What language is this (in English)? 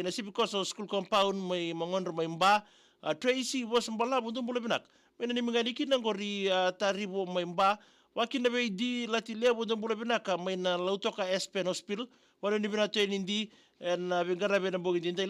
Fijian